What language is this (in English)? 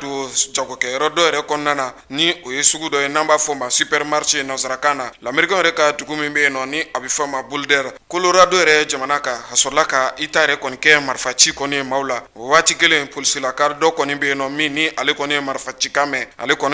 Bambara